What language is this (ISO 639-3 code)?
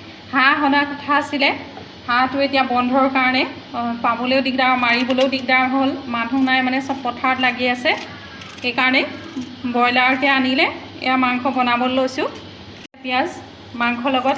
asm